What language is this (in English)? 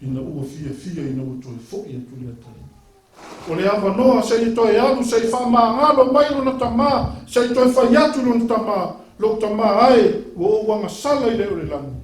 Samoan